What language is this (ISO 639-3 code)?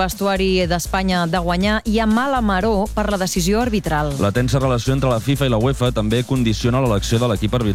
cat